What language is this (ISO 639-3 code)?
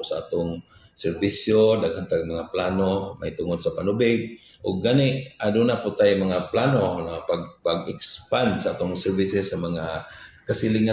ceb